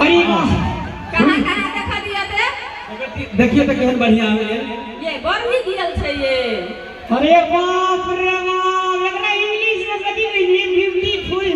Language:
Maithili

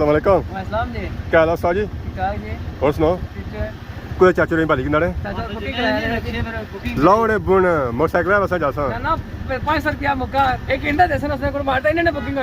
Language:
Pahari-Potwari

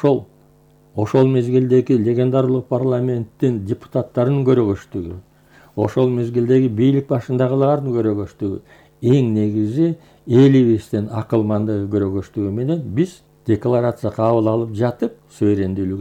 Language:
Kyrgyz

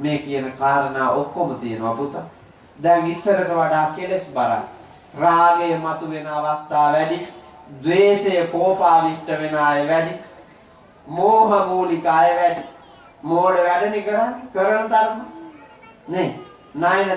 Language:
Sinhala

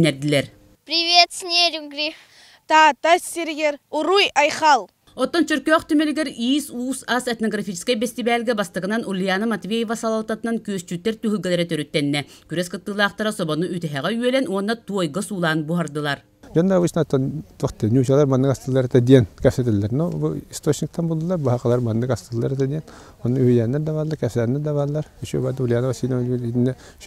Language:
Yakut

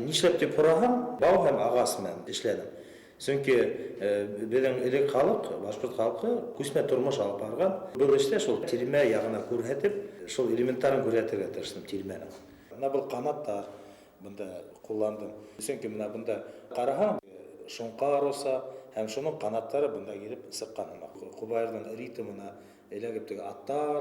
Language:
Bashkir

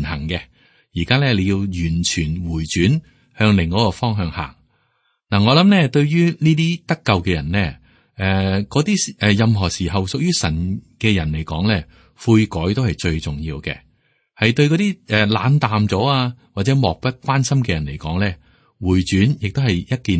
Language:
Cantonese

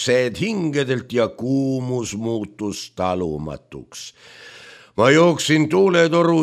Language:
Estonian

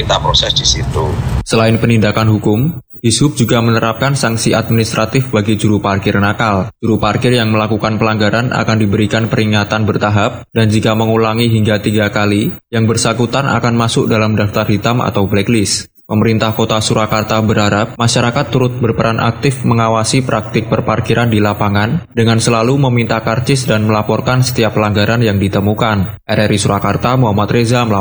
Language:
Indonesian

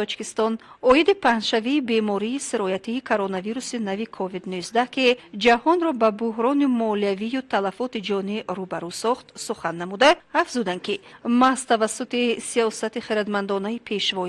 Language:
Tajik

